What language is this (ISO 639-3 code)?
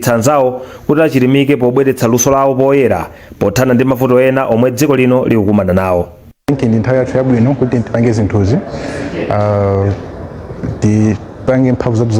nya